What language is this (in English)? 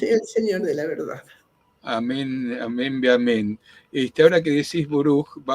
Ladino